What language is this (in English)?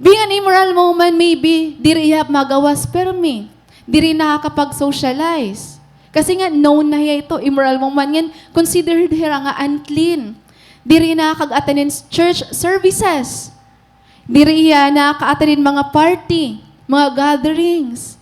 Waray